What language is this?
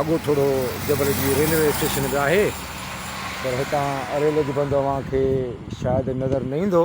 Sindhi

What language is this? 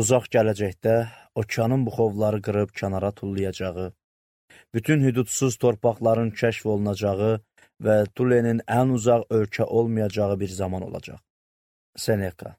Azerbaijani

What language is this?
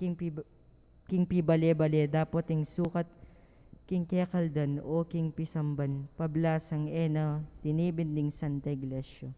Pampanga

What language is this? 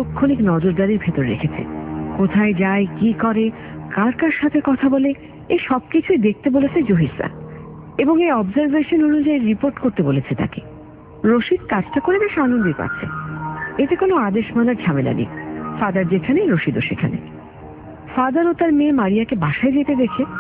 Bangla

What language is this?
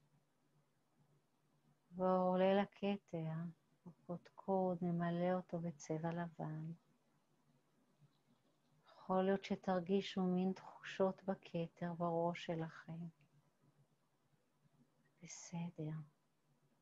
Hebrew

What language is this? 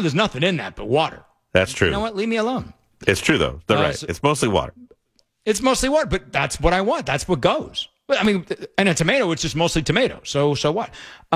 English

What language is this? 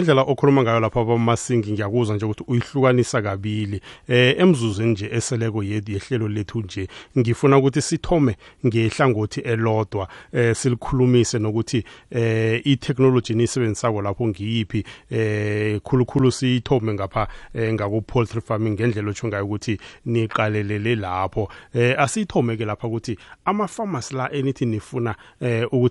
South Ndebele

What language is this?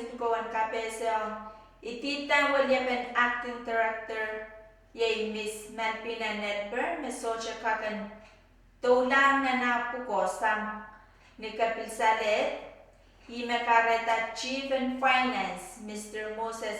Pohnpeian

